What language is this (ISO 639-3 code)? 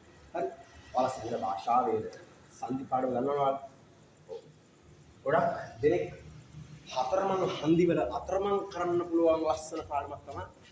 sin